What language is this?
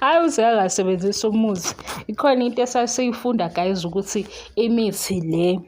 Zulu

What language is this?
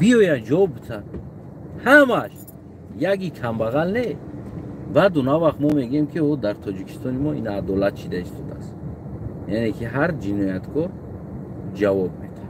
Tajik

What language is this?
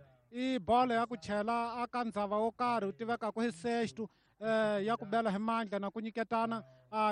Tsonga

